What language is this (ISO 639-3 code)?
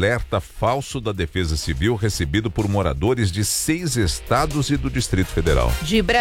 por